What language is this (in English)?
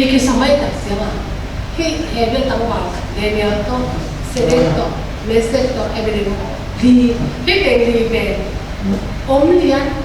Tedim Chin